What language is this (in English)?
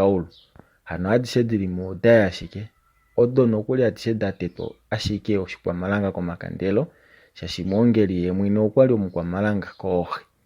Kuanyama